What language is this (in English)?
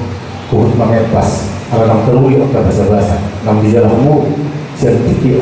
Batak Toba